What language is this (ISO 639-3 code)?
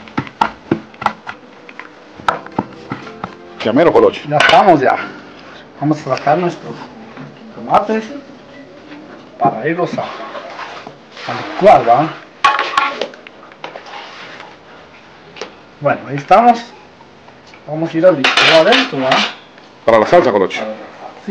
spa